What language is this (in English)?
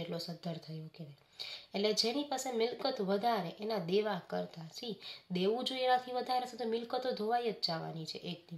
Gujarati